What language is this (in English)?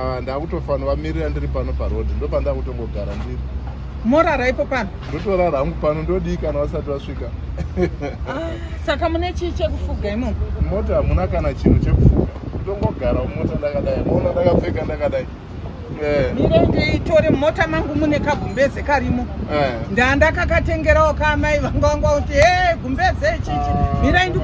Shona